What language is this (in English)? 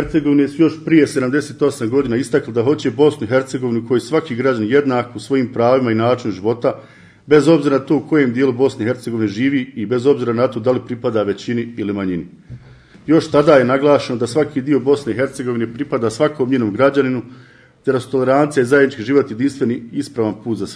Bosnian